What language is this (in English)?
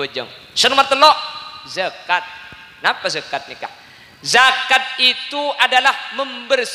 Madurese